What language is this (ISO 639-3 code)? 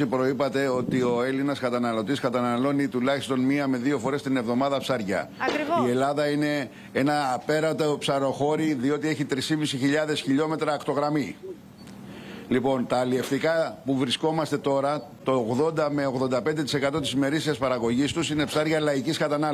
ell